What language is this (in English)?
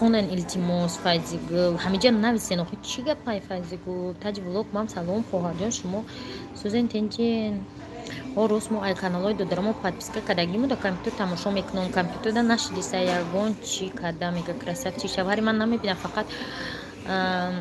Tajik